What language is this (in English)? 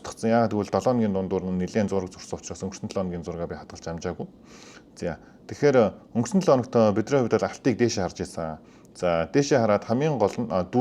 Mongolian